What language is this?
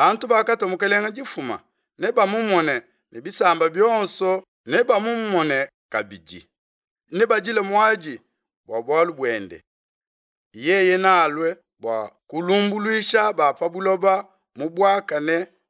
Luba-Lulua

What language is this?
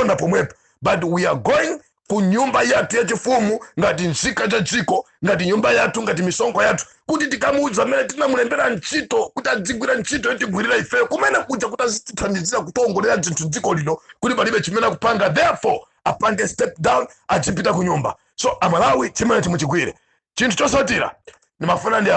Nyanja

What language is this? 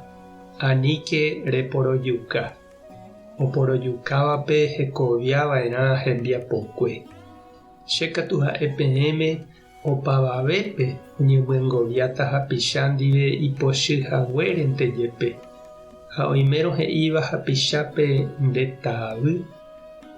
Guarani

